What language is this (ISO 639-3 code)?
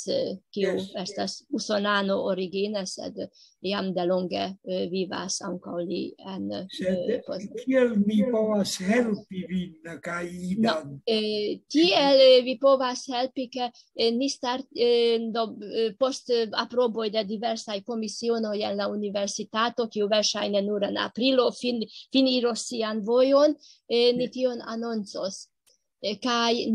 epo